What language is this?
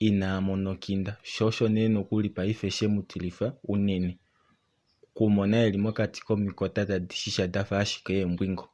Kuanyama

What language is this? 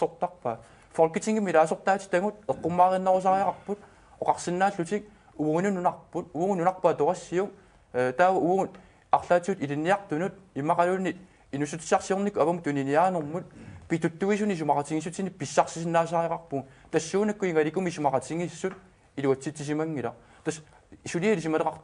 Kalaallisut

